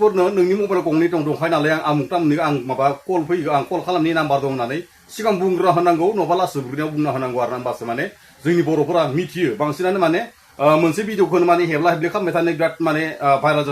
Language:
Bodo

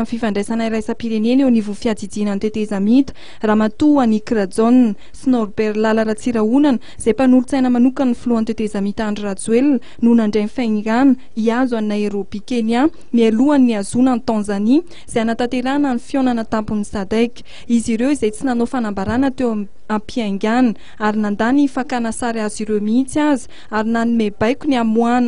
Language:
Malagasy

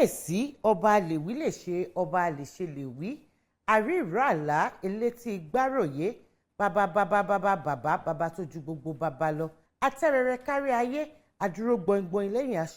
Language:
Yoruba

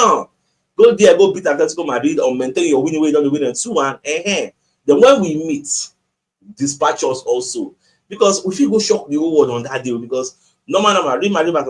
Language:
Nigerian Pidgin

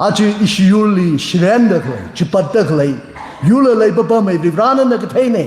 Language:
Tangkhul Naga (India)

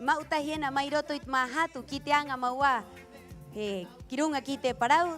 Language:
Rapanui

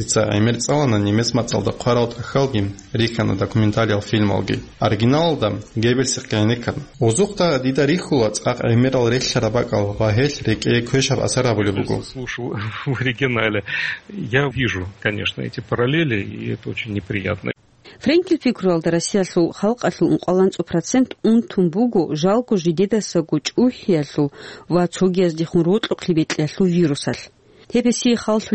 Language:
Avaric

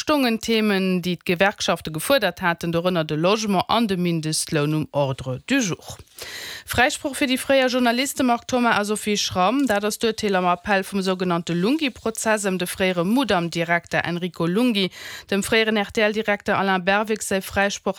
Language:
Luxembourgish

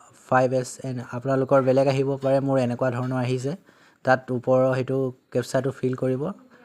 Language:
Assamese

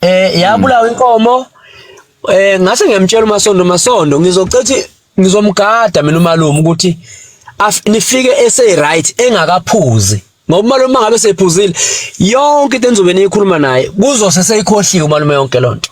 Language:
Zulu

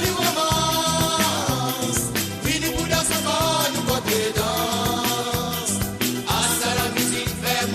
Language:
Morisyen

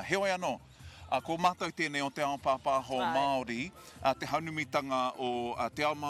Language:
Māori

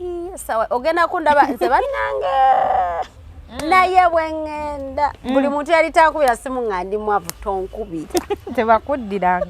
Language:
Ganda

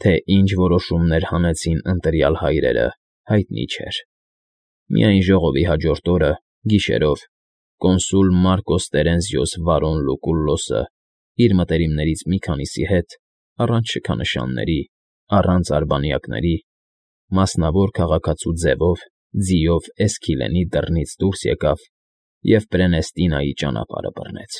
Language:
Armenian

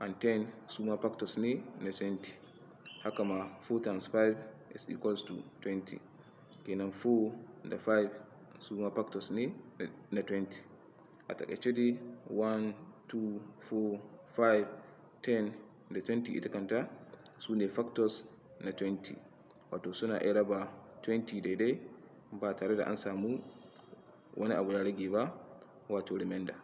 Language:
Hausa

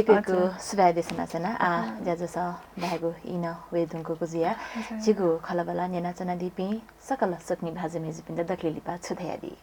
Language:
Newari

